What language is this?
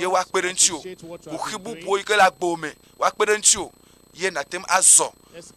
Ewe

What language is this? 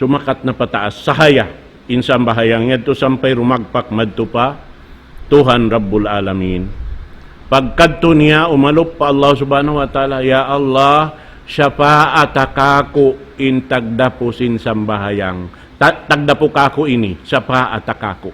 Tausug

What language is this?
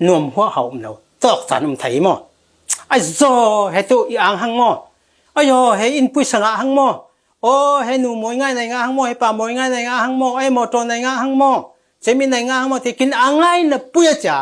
Falam Chin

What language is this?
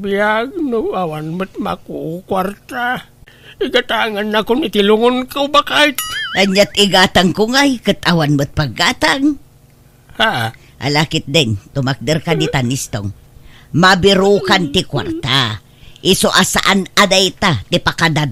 Iloko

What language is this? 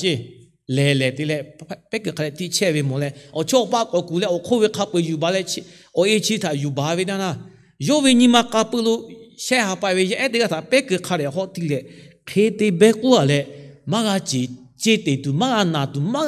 Lahu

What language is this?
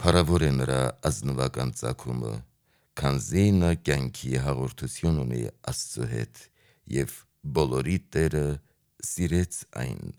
Armenian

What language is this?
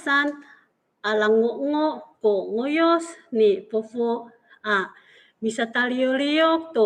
Amis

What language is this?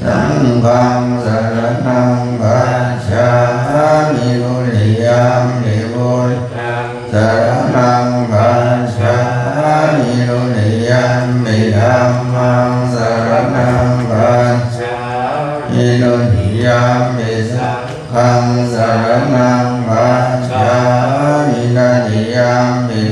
Pali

